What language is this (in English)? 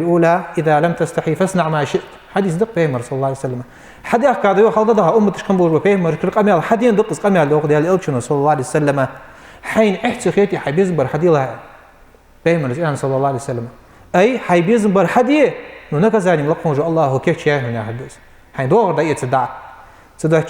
Ingush